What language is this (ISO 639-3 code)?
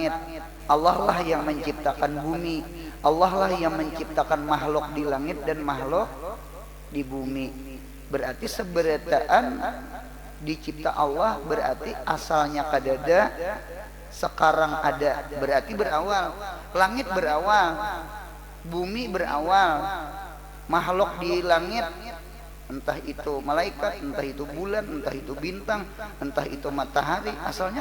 bjn